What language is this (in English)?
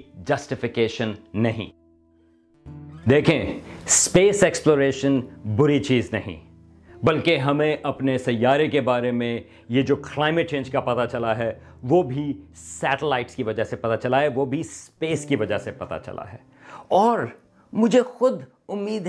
Urdu